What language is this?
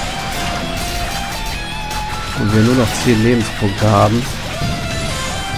German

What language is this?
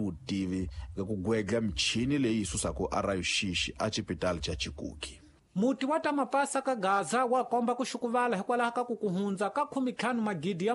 Tsonga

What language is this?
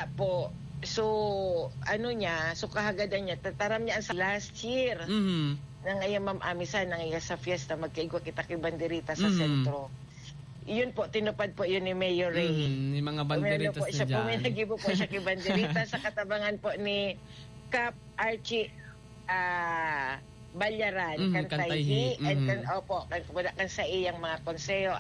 Bikol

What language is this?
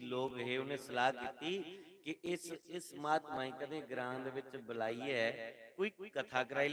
Dogri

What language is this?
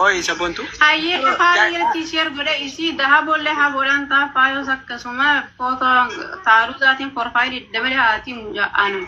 Oromo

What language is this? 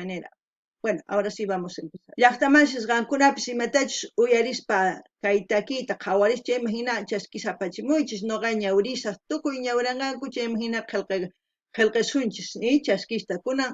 South Bolivian Quechua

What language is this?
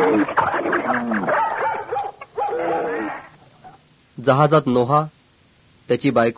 Marathi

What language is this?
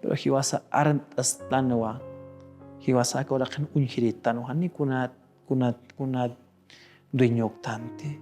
Aymara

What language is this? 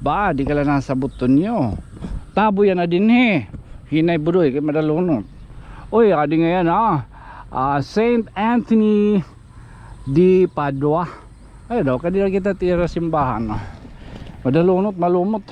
Waray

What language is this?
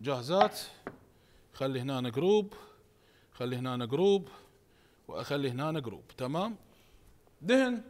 Mesopotamian Arabic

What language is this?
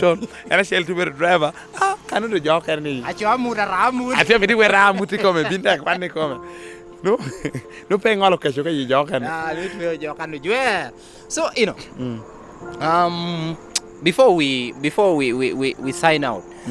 Lango (Uganda)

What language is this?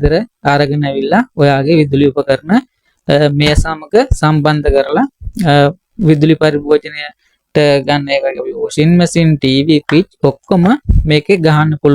Sinhala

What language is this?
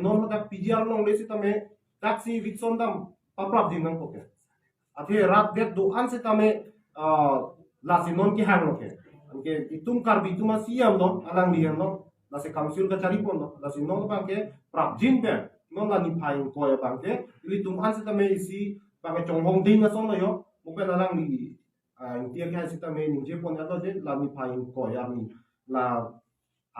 Karbi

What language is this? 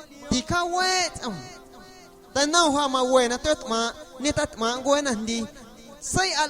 Guerrero Amuzgo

